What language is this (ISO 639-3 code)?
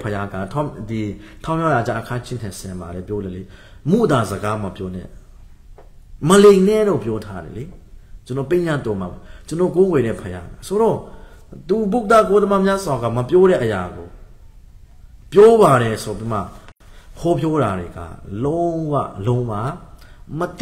mya